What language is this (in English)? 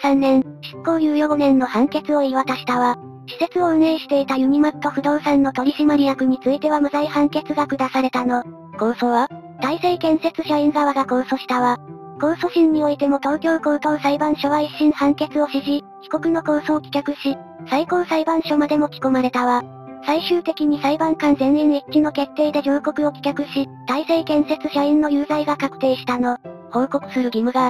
Japanese